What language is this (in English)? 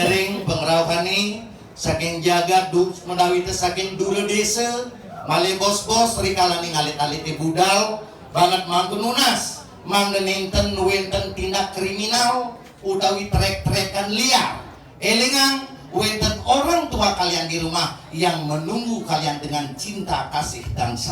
Balinese